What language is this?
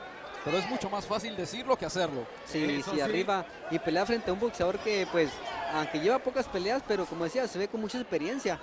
Spanish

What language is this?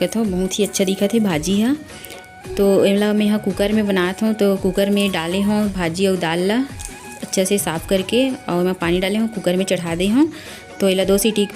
Chhattisgarhi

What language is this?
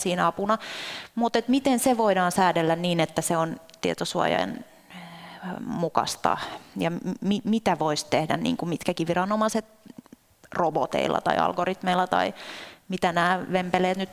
Finnish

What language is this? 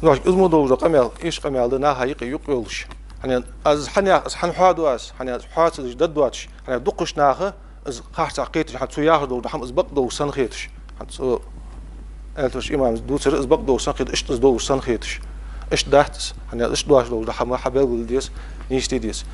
Ingush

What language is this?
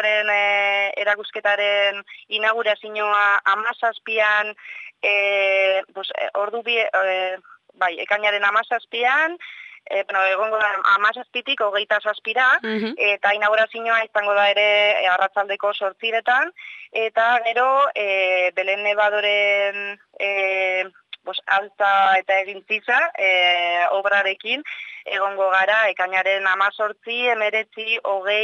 Basque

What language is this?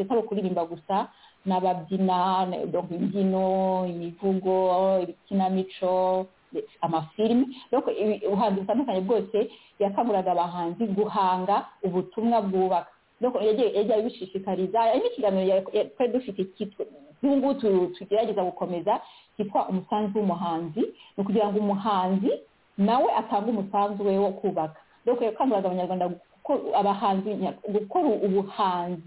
Kinyarwanda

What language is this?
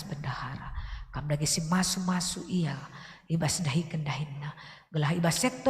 Batak Karo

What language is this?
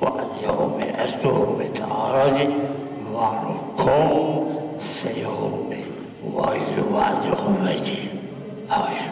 Zaza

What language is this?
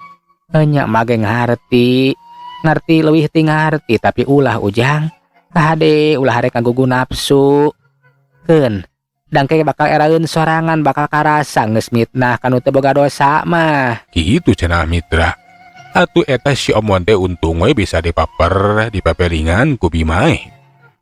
Sundanese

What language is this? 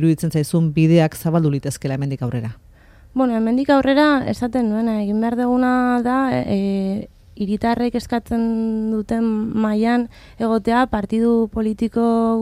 Basque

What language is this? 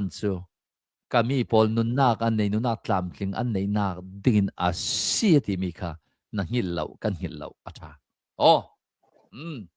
Hakha Chin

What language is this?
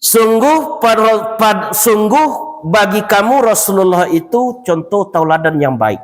Minangkabau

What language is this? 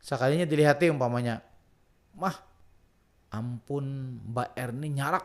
Banjar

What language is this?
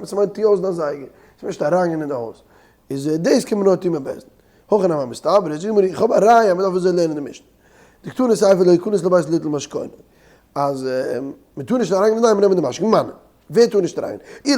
Yiddish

